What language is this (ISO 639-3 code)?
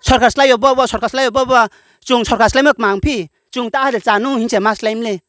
ria